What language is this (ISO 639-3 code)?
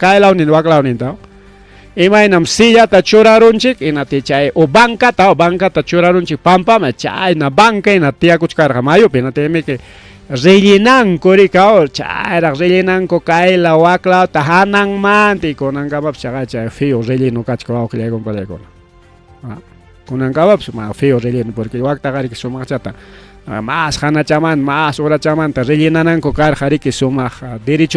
quy